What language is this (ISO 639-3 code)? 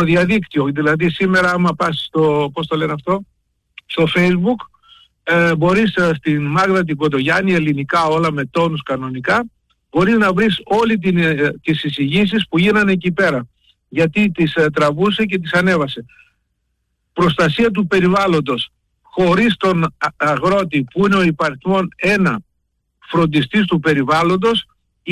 ell